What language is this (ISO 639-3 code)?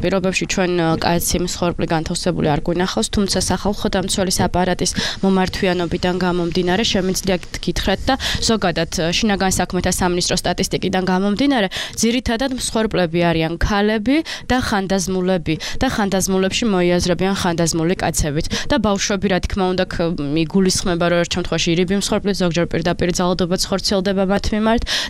kat